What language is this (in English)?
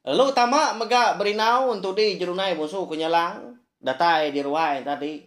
Iban